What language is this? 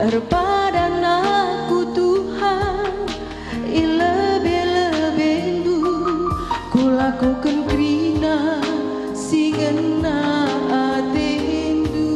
Batak Karo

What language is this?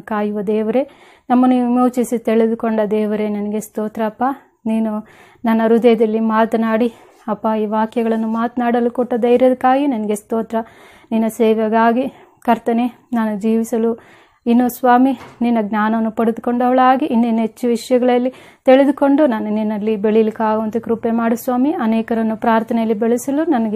Kannada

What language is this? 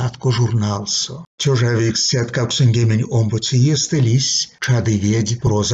Erzya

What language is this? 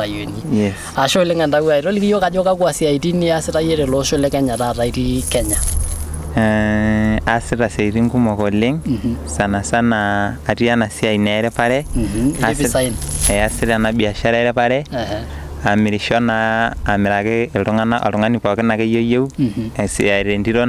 Masai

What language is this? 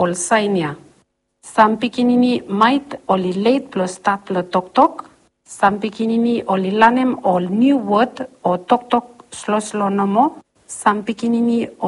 Bislama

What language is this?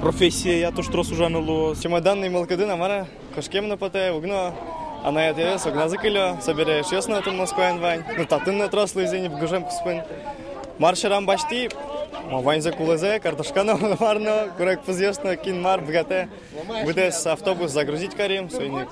Udmurt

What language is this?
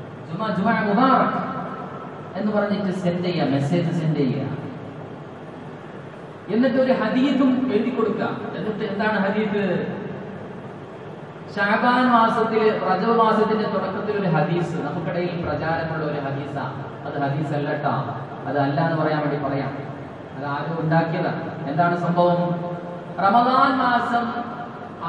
Malayalam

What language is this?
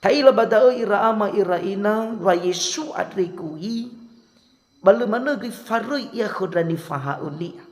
Nias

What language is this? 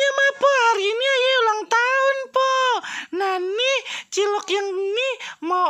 Betawi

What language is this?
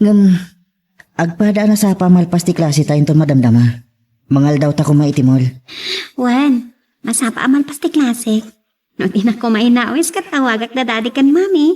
Iloko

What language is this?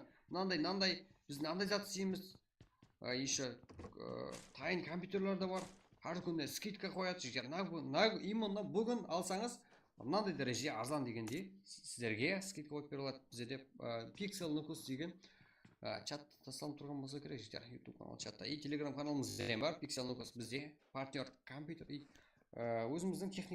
Kara-Kalpak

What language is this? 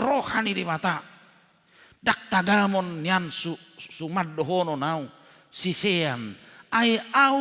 Batak Toba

